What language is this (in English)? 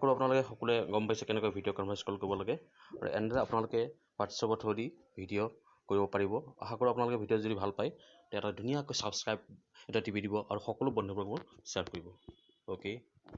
Assamese